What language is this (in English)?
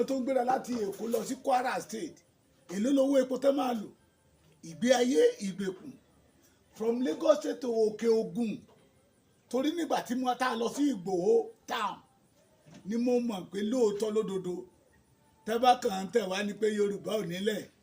Yoruba